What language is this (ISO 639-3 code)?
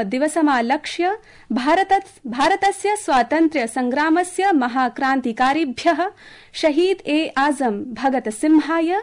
san